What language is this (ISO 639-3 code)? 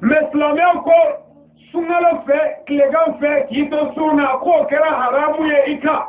bam